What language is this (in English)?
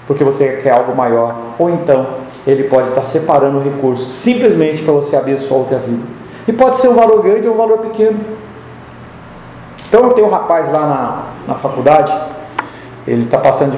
Portuguese